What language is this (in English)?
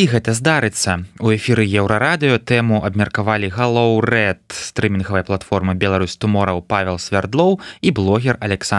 Belarusian